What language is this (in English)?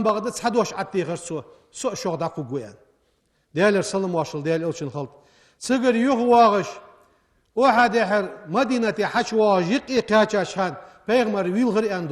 Ingush